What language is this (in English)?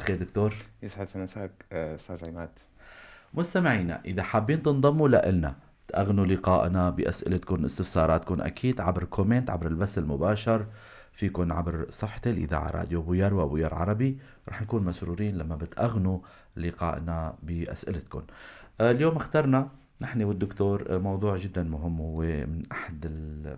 North Levantine Arabic